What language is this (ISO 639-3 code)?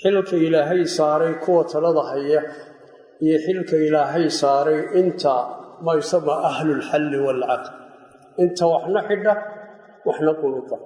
som